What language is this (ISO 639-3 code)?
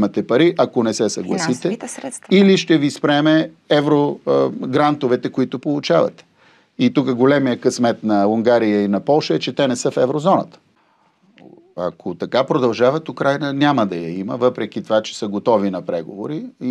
bul